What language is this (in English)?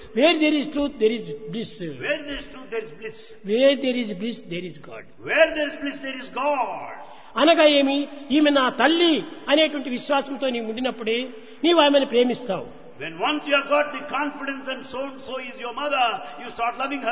Telugu